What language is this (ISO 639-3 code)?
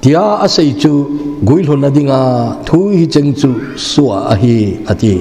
tcz